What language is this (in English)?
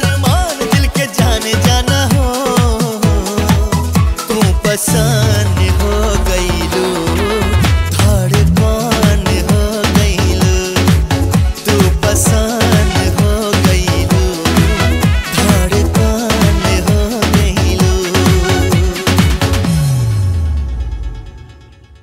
Bhojpuri